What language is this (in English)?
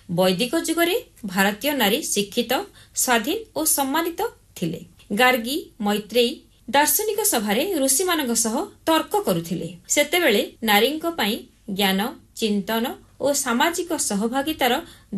Odia